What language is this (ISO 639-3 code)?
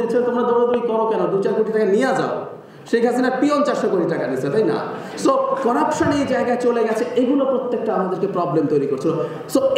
ben